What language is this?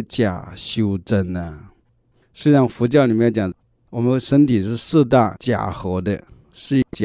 Chinese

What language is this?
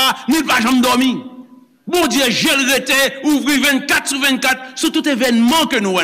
Haitian Creole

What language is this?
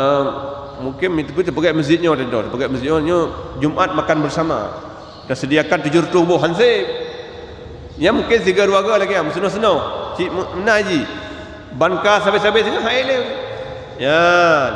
Achinese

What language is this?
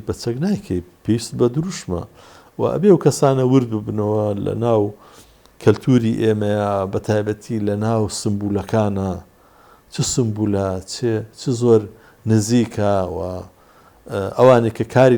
Central Kurdish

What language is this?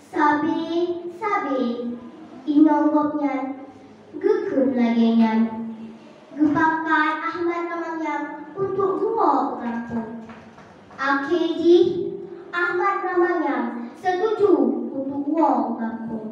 Achinese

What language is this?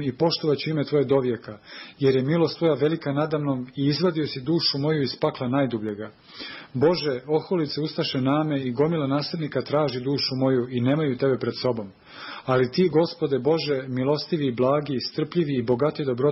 Serbian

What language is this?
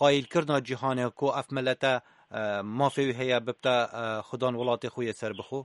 Kurdish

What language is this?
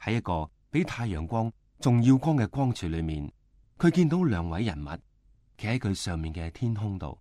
Cantonese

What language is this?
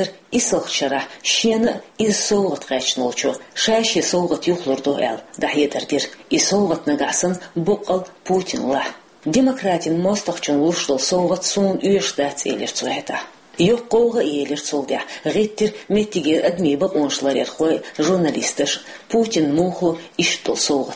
Chechen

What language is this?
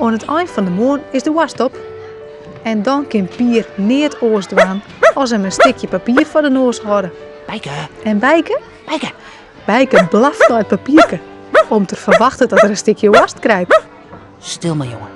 Western Frisian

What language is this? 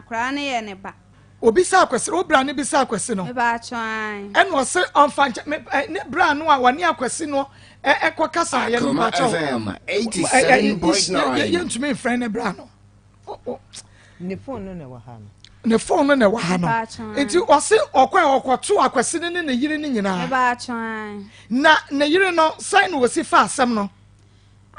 Akan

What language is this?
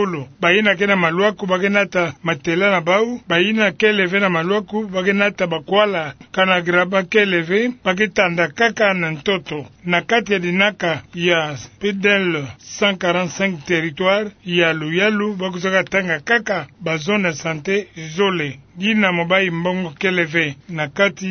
Kituba (Democratic Republic of Congo)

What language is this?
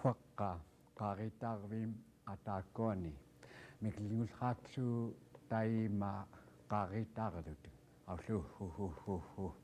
Central Yupik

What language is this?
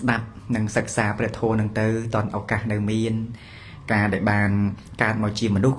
Khmer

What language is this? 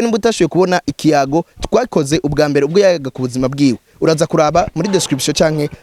Rundi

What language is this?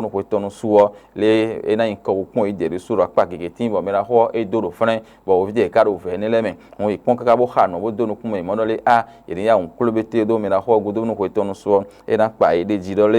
Fon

